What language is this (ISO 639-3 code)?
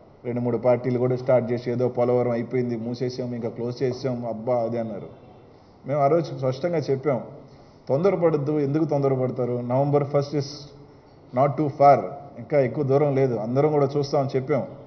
tel